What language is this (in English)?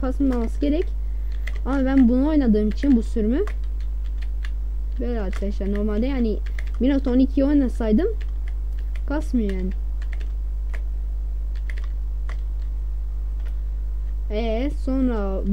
Turkish